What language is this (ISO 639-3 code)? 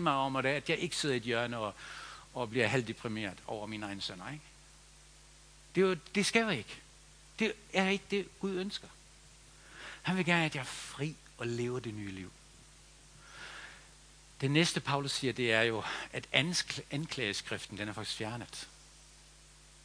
dan